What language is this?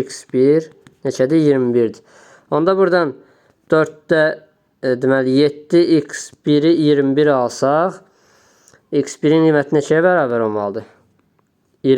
Azerbaijani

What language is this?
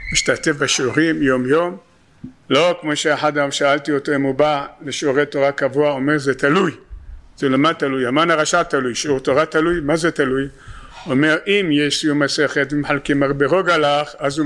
Hebrew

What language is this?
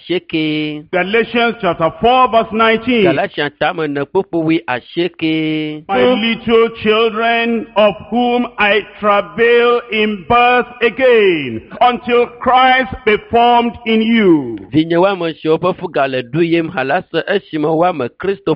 Ewe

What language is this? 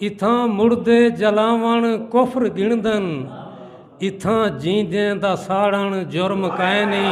Saraiki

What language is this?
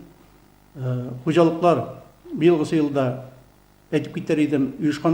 Tatar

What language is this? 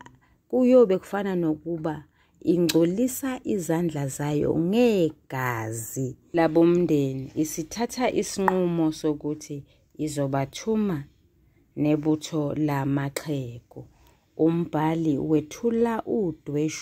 Zulu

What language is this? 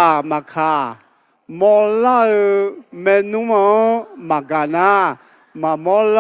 Akha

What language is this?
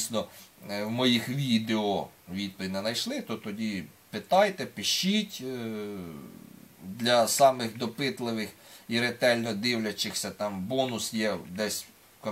Ukrainian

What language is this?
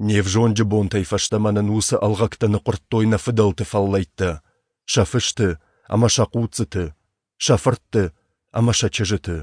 Ossetic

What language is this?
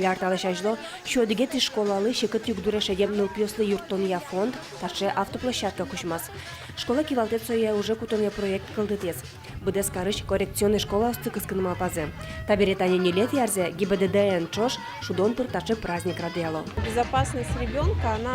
Udmurt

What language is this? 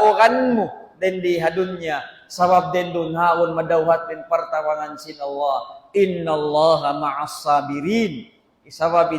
Tausug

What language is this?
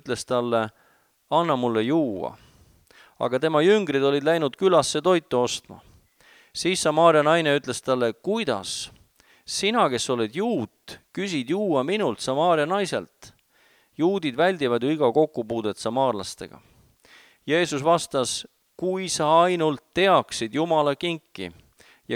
Estonian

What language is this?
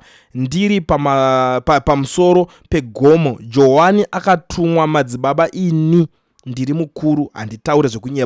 Shona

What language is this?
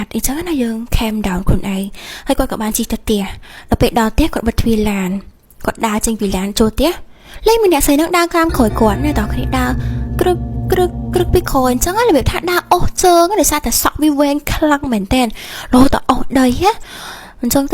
Khmer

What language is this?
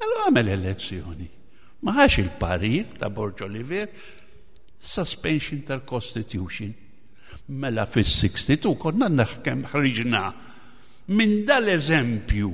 Maltese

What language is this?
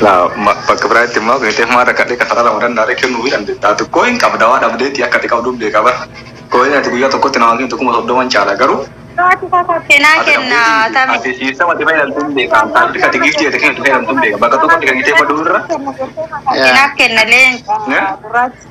Oromo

